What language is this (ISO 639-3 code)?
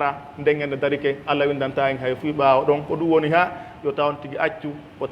fuf